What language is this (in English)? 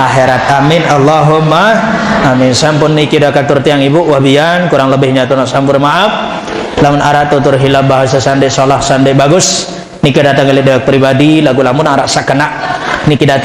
Sasak